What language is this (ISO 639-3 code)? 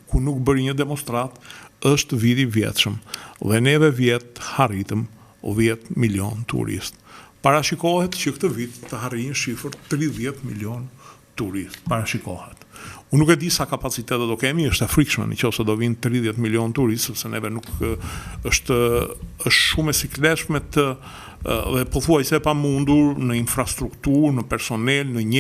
sqi